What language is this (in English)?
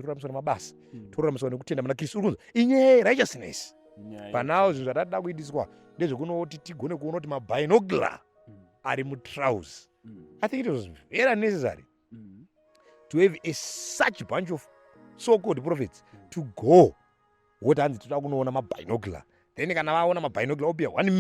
Shona